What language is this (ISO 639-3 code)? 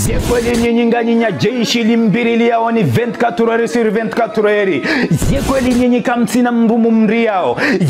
zdj